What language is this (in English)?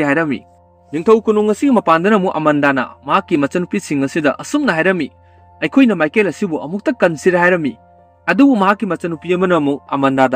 Manipuri